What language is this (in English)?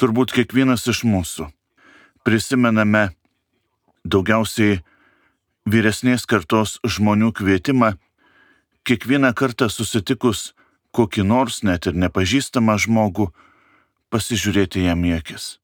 Lithuanian